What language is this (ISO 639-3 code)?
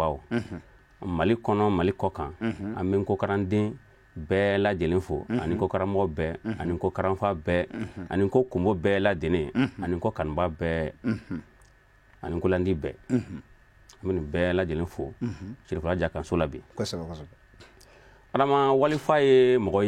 bam